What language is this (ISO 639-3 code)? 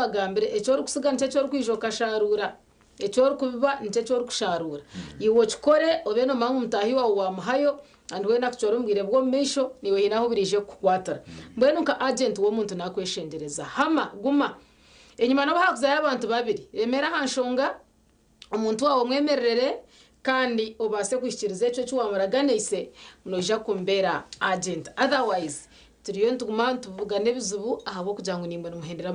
nyn